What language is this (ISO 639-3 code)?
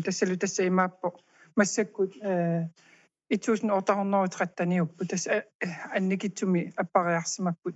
kal